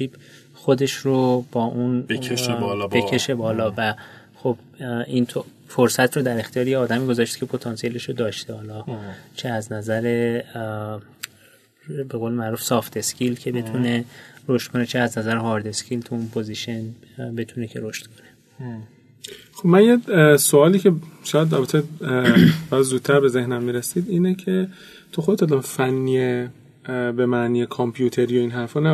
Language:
Persian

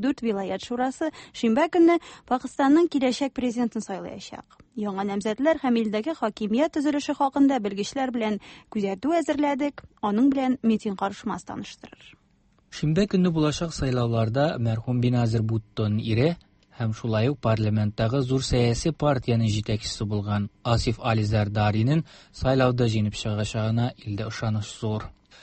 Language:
Tatar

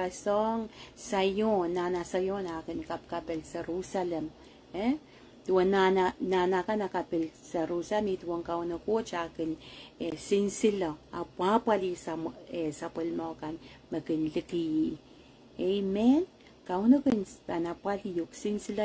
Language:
Pohnpeian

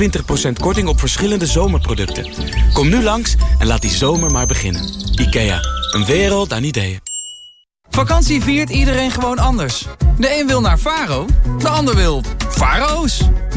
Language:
Dutch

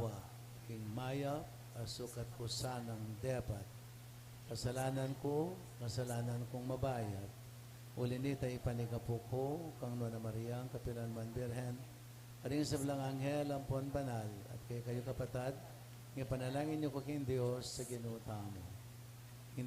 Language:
Pampanga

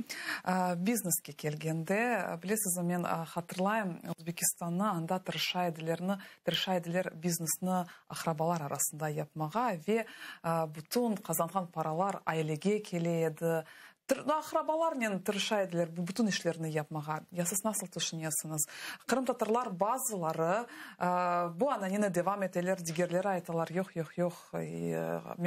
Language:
Crimean Tatar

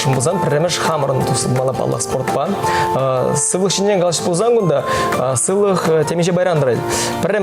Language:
Chuvash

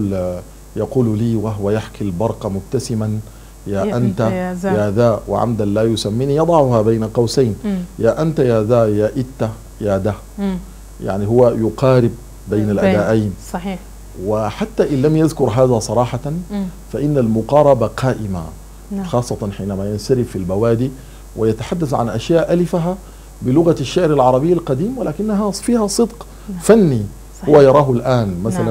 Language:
Arabic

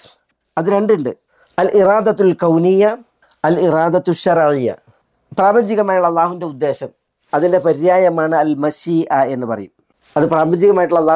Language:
Malayalam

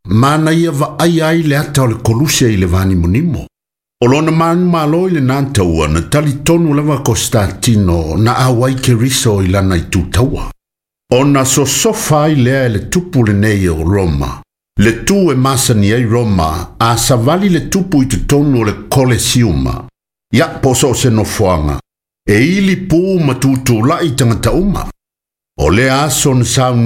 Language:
Samoan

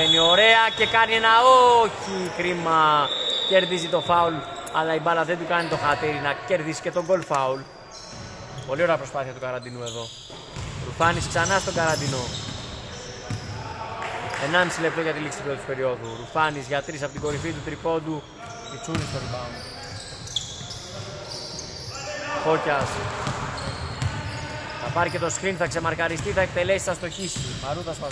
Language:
Greek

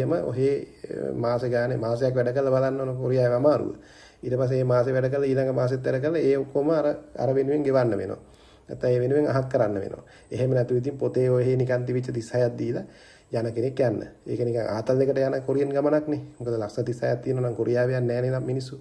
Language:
Sinhala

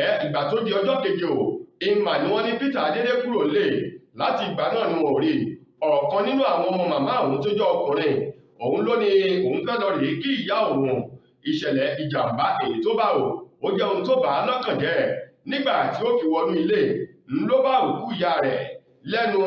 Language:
Yoruba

